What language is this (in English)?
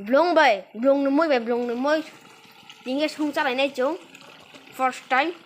Riang (India)